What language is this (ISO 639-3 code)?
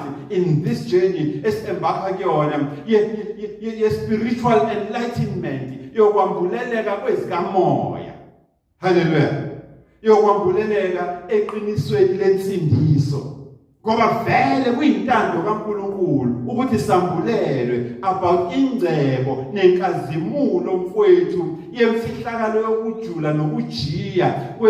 zul